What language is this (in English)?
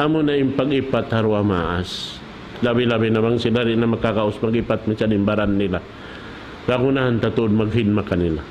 Tausug